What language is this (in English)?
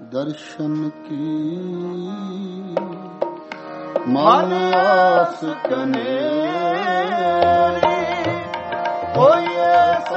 Punjabi